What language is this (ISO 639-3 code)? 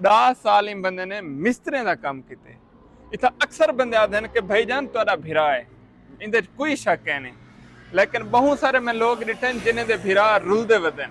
skr